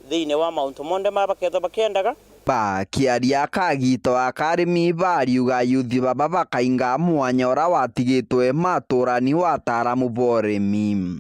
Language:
Meru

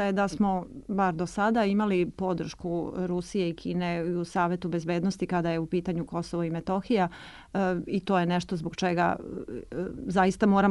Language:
Serbian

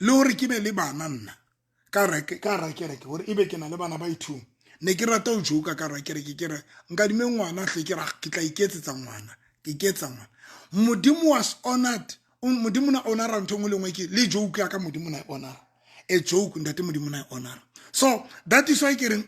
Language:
Southern Sotho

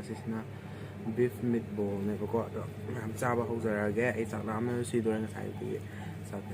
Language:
Manipuri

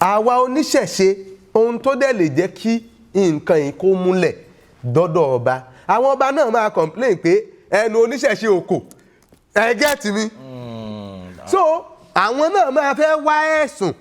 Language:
Yoruba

